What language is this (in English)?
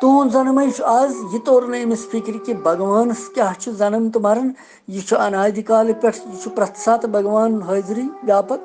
Kashmiri